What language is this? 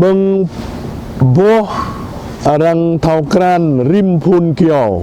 Jarai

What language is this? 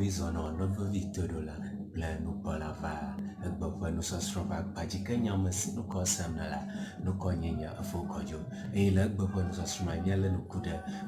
Ewe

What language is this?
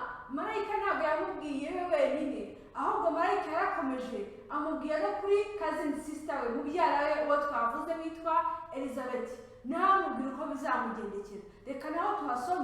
Kinyarwanda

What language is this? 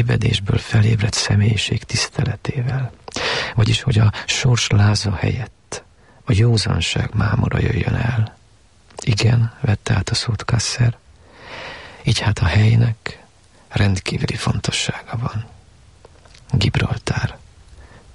Hungarian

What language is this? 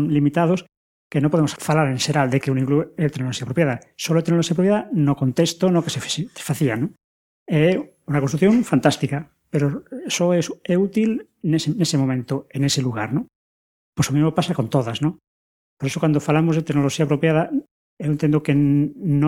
Galician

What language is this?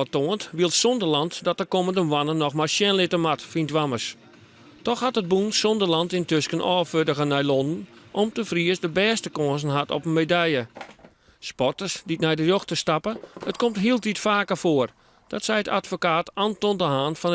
Western Frisian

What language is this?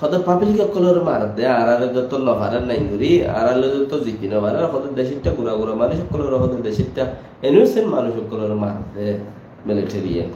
Rohingya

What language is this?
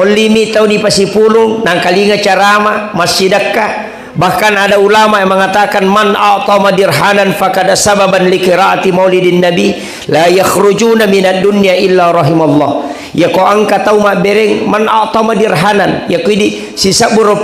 Buginese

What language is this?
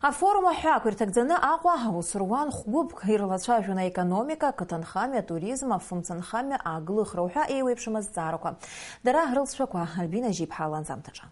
Abkhazian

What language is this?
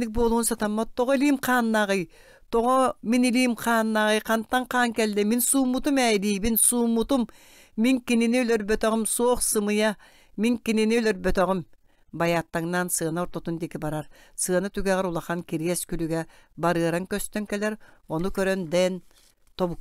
Yakut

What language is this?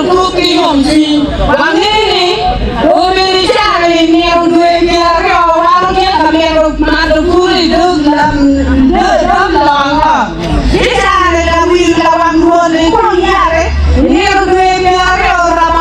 Acoli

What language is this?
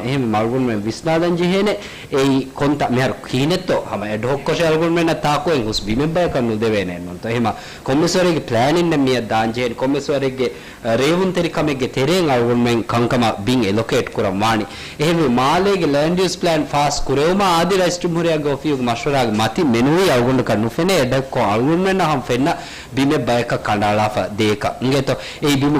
Divehi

